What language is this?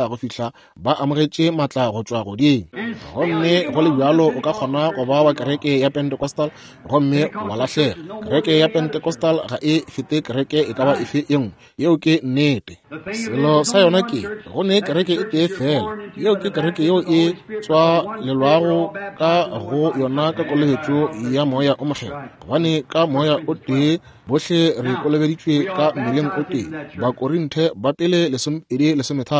Northern Sotho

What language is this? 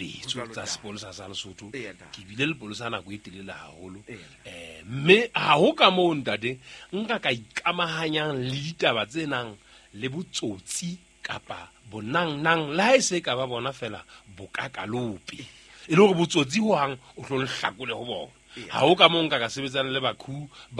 Southern Sotho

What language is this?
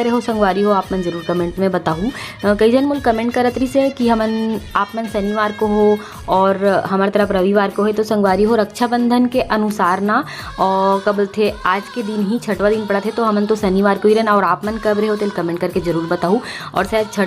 Chhattisgarhi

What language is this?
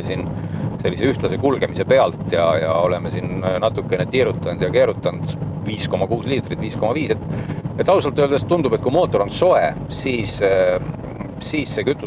Estonian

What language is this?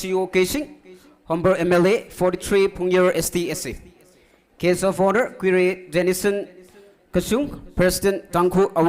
Tangkhul Naga (India)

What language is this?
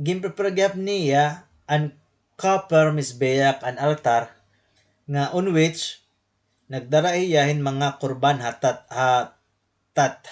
Waray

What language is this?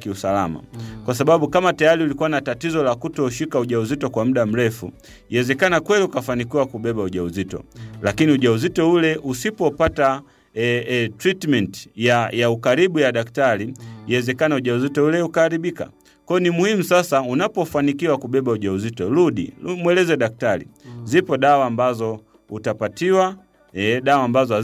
Swahili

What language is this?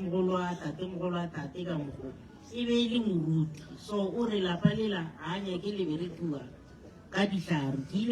Northern Sotho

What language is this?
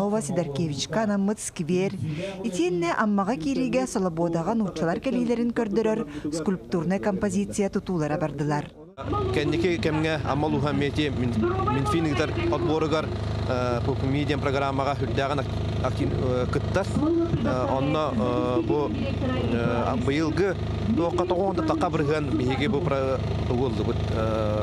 Yakut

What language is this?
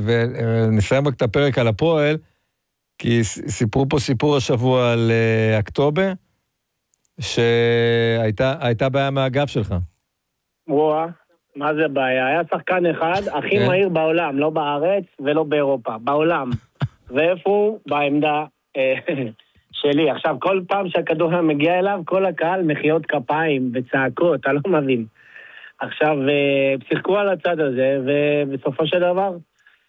Hebrew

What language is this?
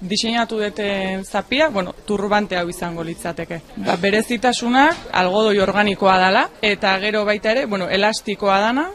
Basque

